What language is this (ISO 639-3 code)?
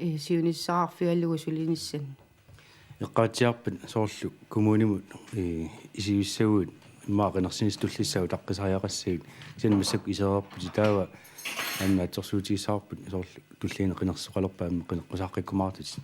kal